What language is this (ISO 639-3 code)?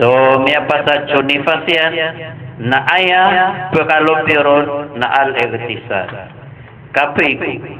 mrw